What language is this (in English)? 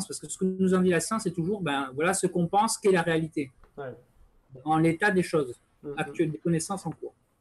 French